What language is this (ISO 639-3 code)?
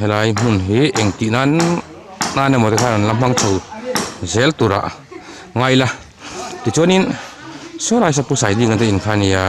lus